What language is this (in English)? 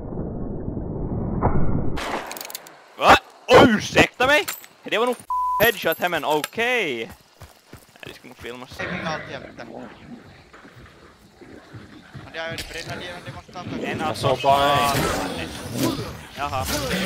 Swedish